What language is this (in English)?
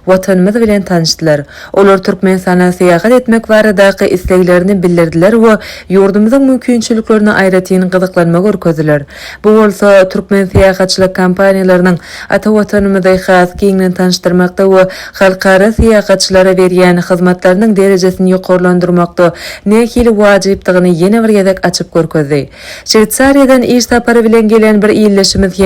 Turkmen